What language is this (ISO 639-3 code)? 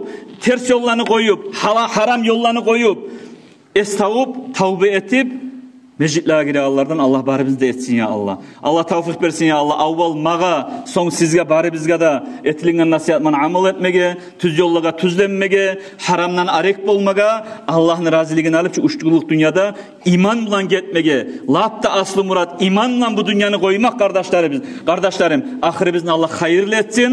kum